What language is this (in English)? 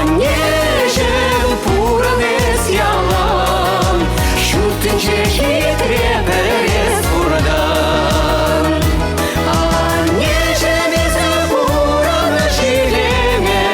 Chuvash